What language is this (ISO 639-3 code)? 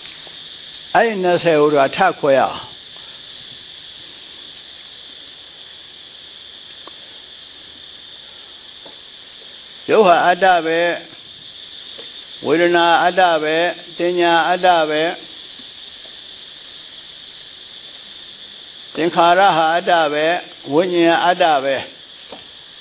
mya